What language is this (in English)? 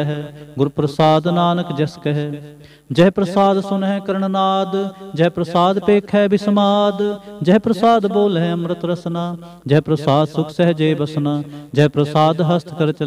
Punjabi